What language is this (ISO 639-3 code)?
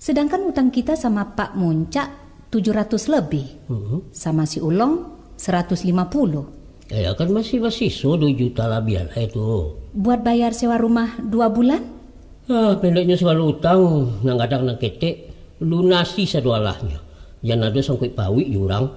min